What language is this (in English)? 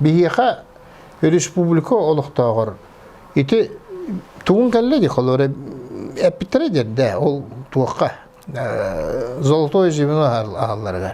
Yakut